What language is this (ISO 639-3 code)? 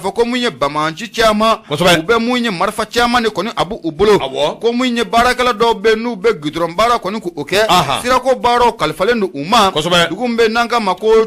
bam